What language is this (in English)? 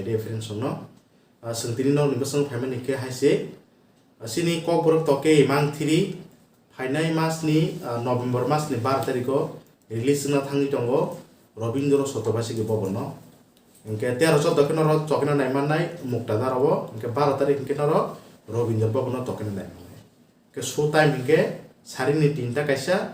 Kok Borok